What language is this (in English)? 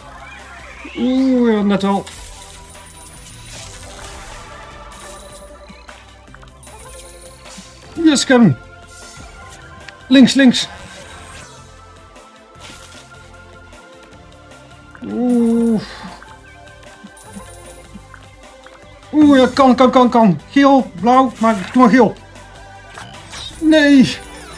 Dutch